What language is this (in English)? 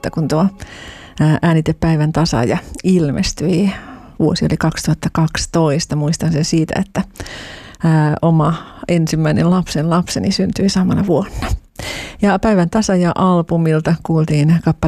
Finnish